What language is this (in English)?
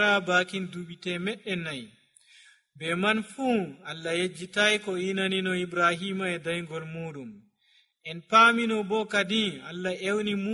Nigerian Fulfulde